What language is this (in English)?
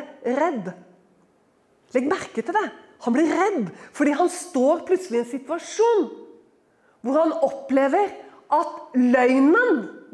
Norwegian